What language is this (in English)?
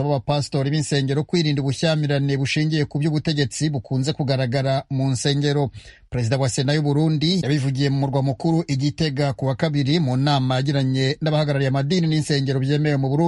Rundi